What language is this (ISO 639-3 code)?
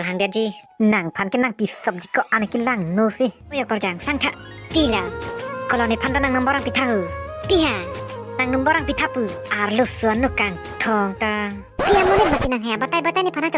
mjw